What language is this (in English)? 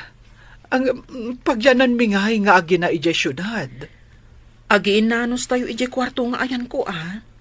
Iloko